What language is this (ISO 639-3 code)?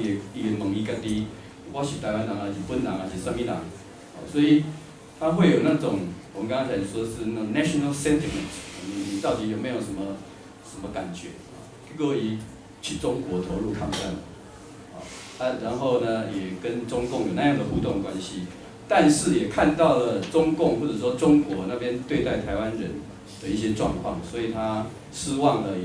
zho